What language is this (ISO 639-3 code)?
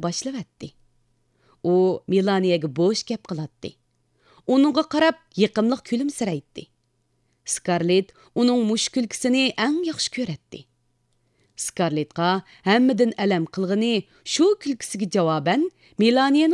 uig